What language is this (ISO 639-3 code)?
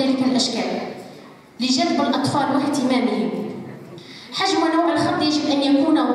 ara